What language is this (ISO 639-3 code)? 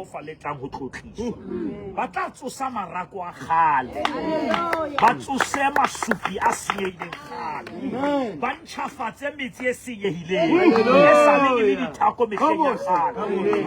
sot